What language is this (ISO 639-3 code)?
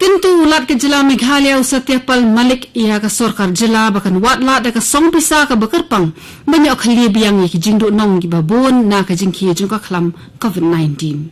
kha